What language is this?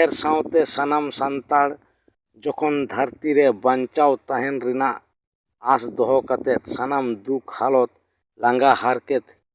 Santali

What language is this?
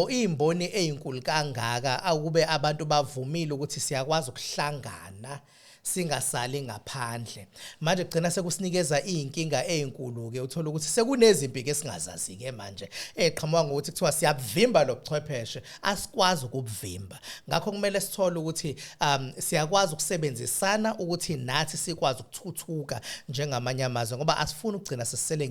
Zulu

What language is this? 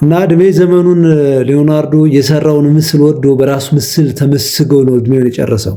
Amharic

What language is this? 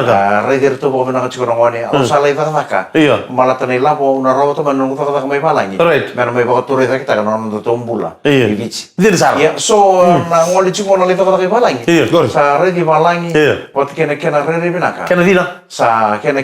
Fijian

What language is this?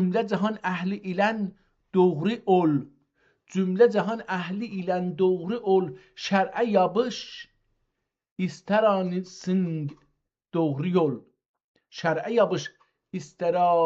South Azerbaijani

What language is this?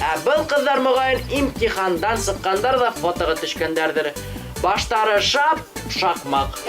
Bashkir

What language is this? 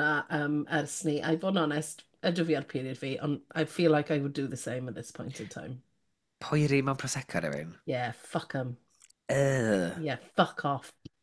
Welsh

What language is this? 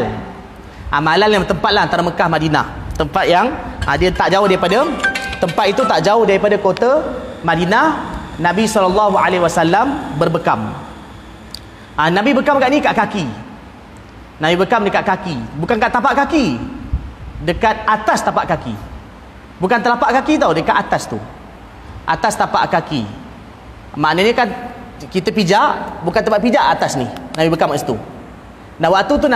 Malay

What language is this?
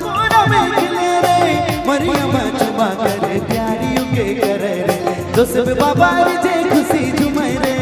Sadri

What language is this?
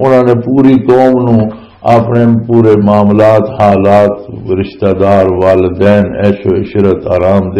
Western Panjabi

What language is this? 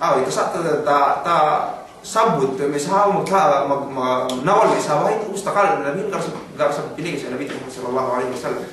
Yakan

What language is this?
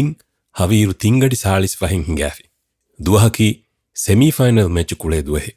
Divehi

